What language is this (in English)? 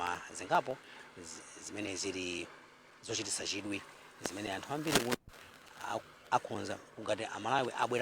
Nyanja